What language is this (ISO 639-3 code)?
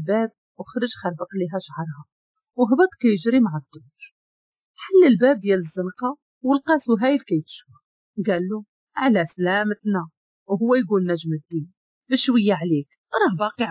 ary